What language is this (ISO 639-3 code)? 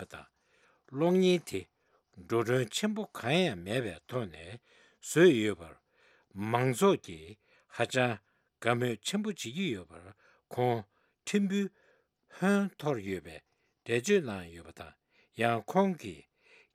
bod